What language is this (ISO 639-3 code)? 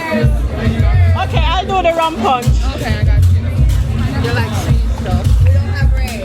jam